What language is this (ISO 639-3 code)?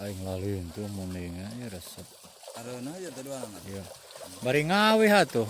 sun